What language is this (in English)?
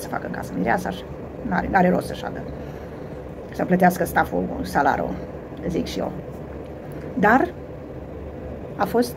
Romanian